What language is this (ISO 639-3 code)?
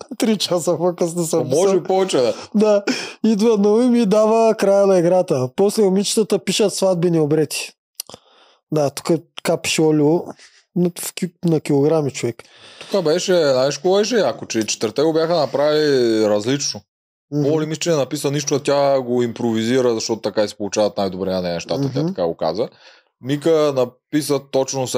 bul